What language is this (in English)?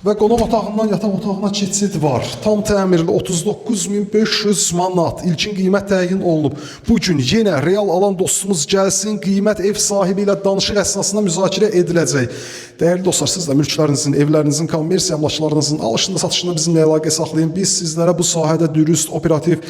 Azerbaijani